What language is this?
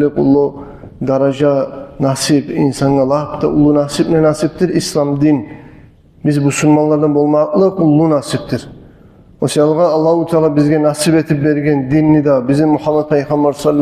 Kumyk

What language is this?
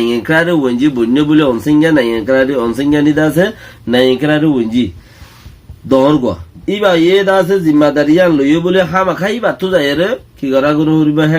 Rohingya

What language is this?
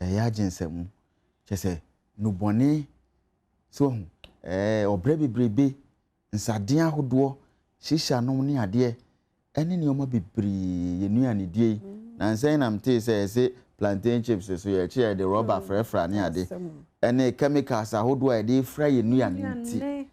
Akan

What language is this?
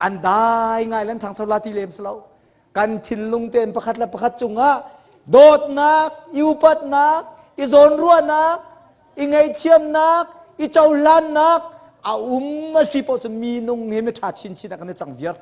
Hakha Chin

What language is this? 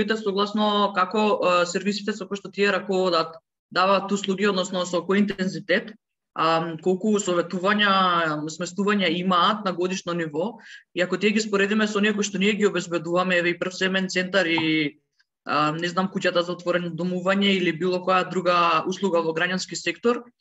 Macedonian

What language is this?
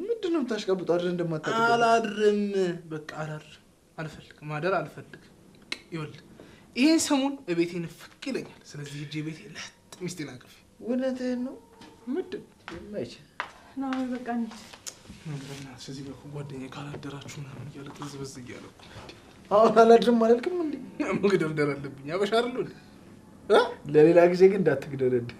Amharic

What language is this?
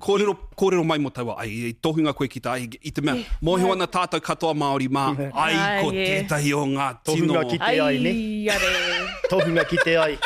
Māori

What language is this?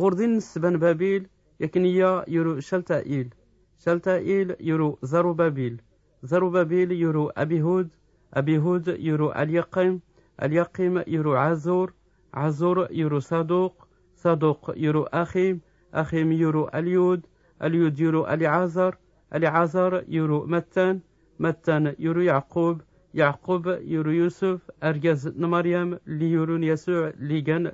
Tachelhit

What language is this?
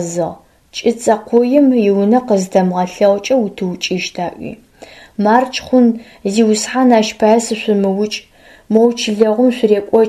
Adyghe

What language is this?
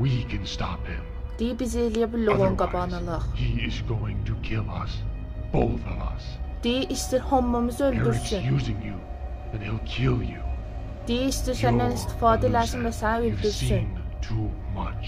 South Azerbaijani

